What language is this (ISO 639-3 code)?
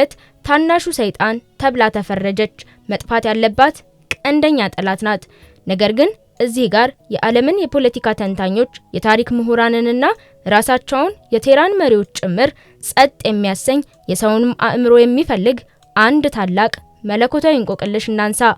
amh